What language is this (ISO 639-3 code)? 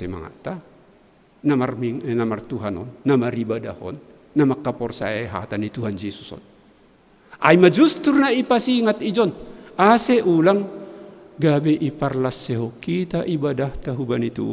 bts